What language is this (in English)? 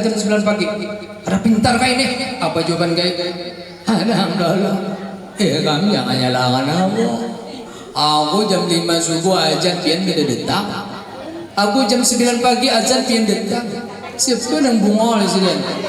Banjar